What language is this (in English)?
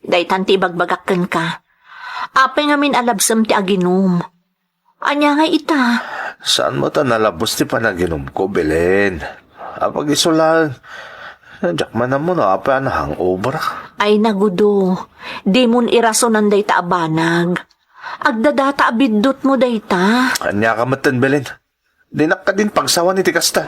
Iloko